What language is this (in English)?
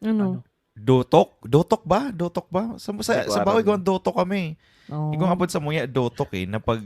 Bikol